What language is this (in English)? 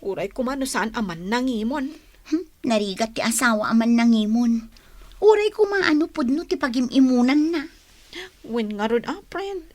Iloko